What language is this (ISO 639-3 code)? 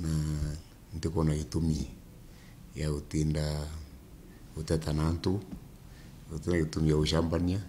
mer